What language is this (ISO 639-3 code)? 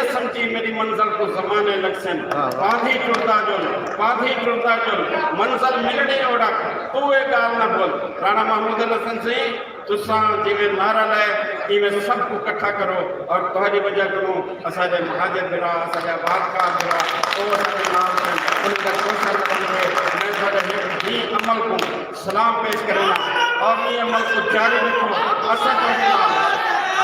skr